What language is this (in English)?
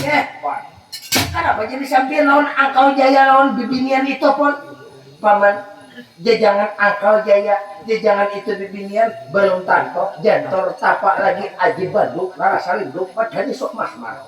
Banjar